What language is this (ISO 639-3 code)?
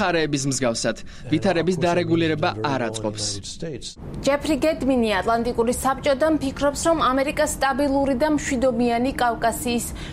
kat